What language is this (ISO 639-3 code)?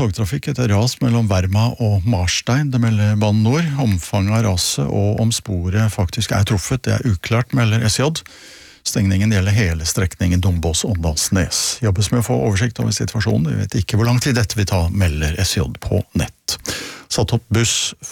nor